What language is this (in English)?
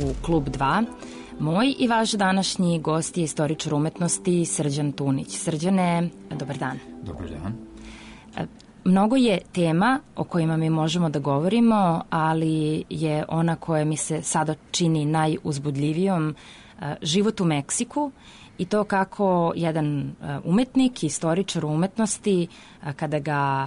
Serbian